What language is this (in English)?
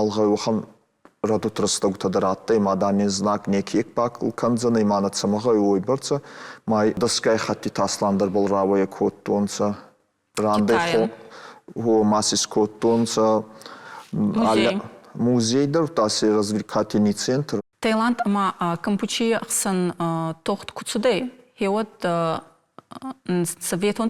Ossetic